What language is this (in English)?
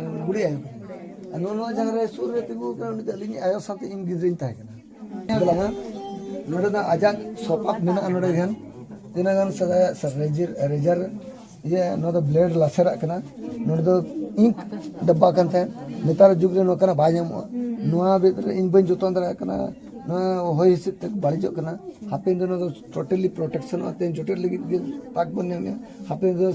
Santali